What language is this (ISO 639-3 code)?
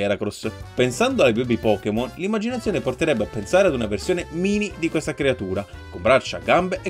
ita